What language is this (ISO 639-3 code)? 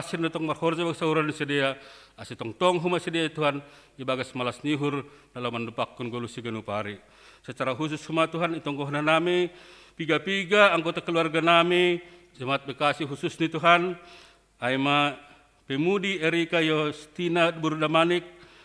bts